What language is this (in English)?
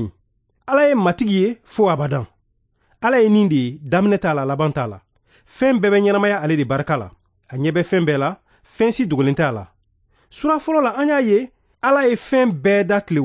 Bambara